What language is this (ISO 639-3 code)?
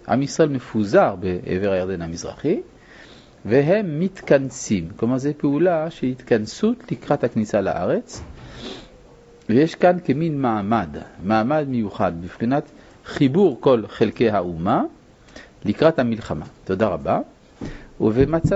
heb